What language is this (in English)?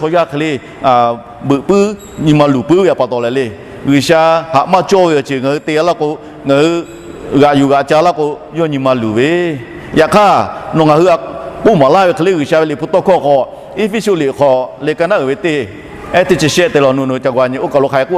Lahu